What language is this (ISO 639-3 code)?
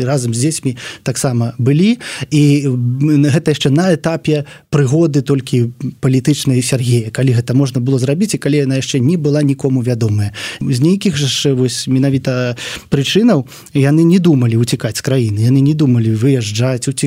bel